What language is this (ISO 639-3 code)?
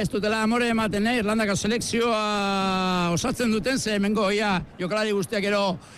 eus